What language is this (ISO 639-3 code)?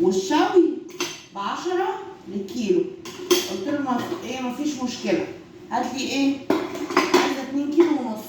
arz